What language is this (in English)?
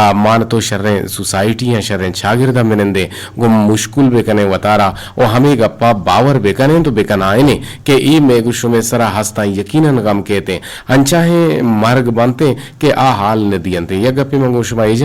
Eastern Balochi